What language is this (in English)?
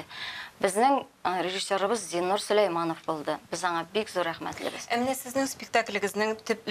Tatar